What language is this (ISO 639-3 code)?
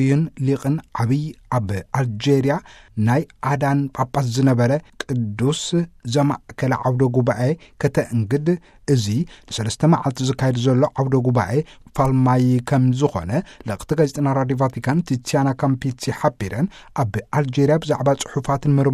tir